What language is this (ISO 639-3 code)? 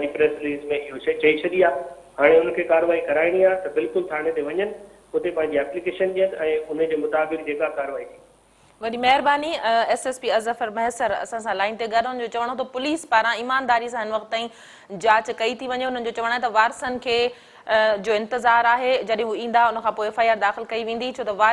snd